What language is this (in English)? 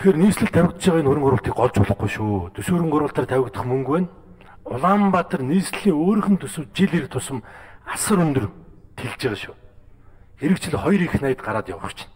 Mongolian